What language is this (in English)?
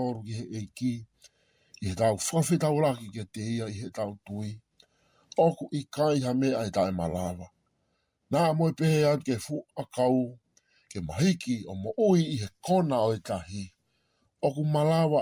Tongan